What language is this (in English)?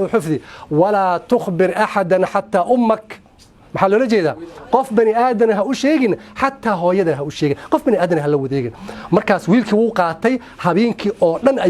Somali